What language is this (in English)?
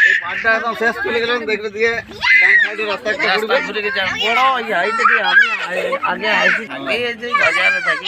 Santali